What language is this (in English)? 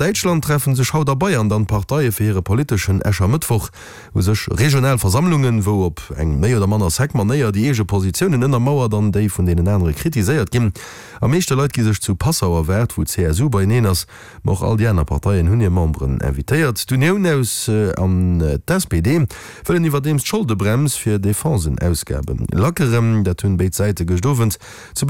Luxembourgish